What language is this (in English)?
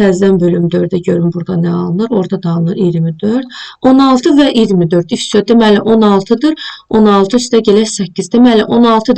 Azerbaijani